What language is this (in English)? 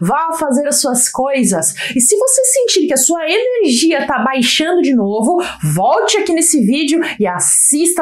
Portuguese